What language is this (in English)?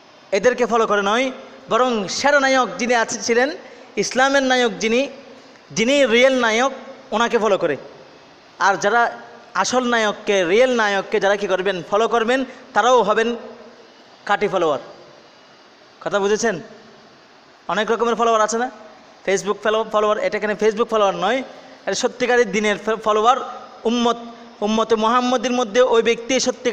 Bangla